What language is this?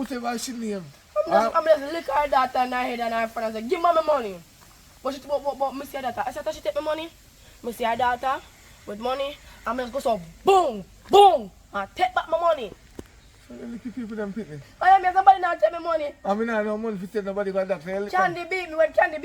Jamaican Creole English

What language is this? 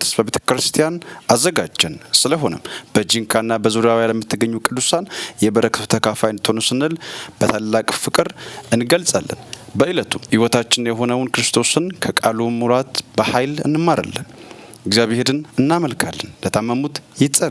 Amharic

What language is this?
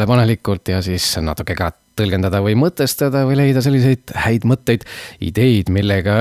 Estonian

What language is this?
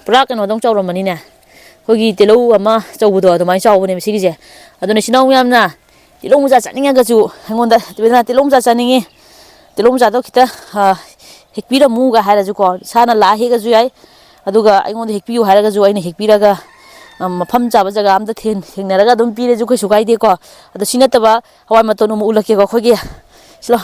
Manipuri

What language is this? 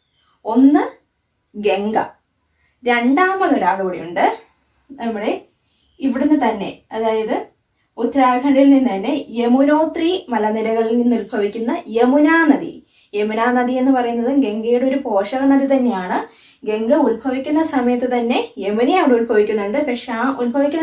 Malayalam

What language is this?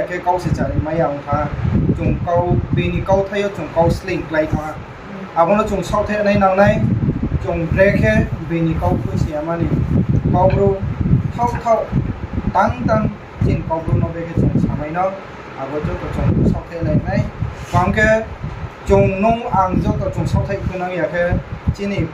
Riang (India)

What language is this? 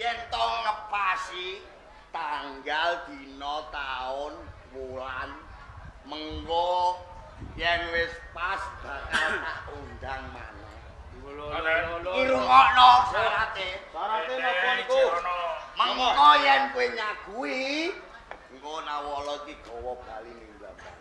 Javanese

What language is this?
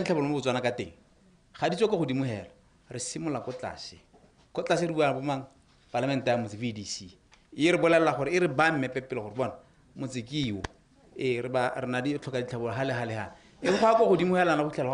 Tswana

